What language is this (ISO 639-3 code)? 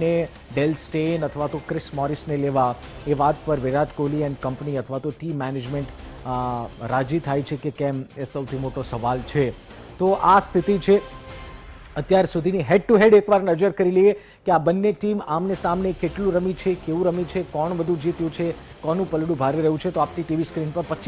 guj